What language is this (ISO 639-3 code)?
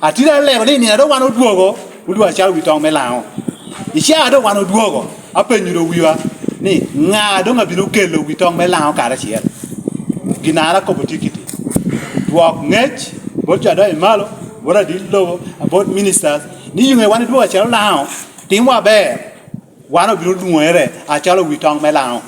laj